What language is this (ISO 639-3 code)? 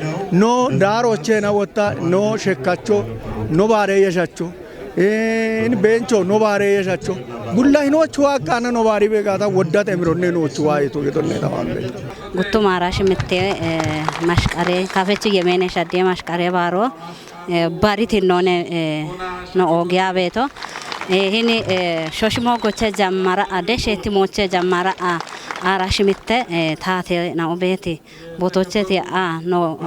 kbr